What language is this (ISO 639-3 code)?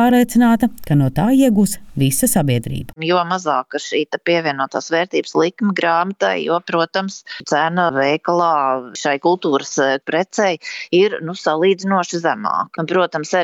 lav